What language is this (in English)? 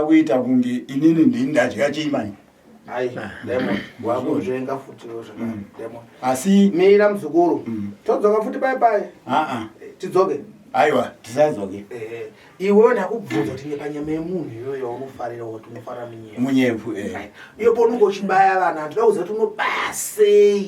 Shona